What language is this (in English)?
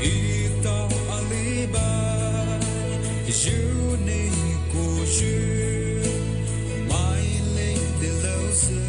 Poumei Naga